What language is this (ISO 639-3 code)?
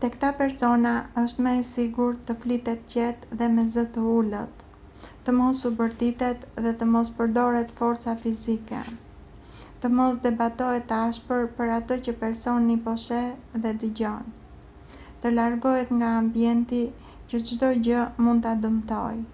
sqi